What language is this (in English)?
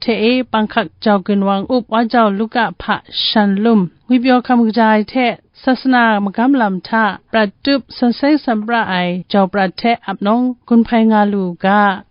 Kachin